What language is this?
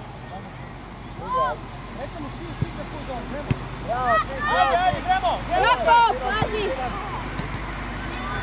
Croatian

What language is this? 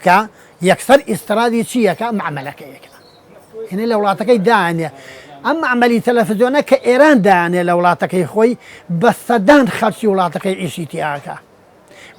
Central Kurdish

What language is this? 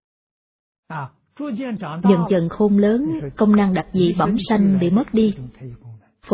Vietnamese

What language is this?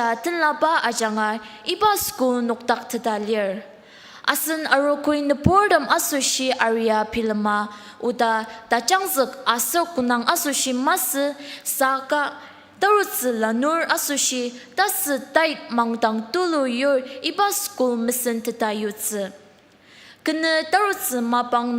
Ao Naga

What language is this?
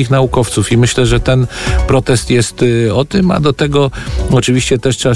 Polish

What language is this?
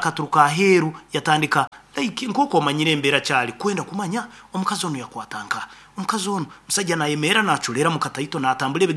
Nyoro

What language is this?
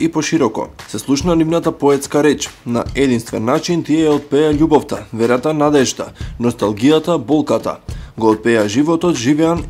Macedonian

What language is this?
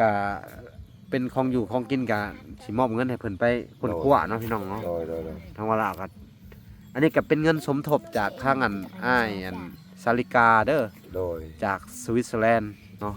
Lao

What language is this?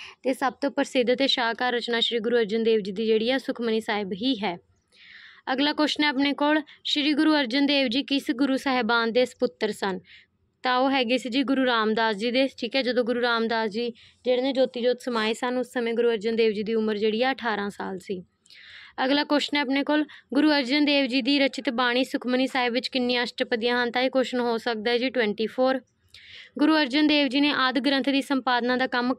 Punjabi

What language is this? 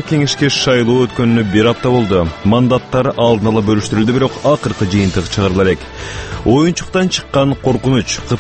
Kyrgyz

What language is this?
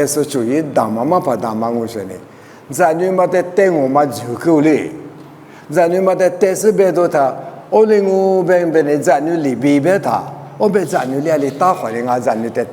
Lisu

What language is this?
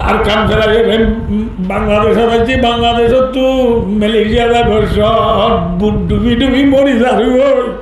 Rohingya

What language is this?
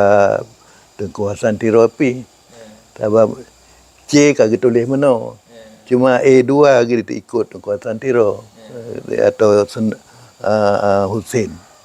Achinese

